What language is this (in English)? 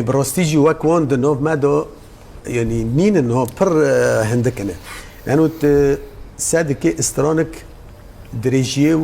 Kurdish